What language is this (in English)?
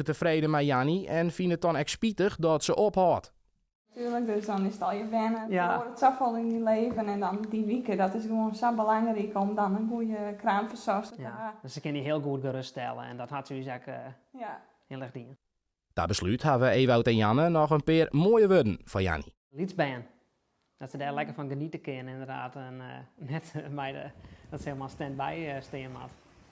Western Frisian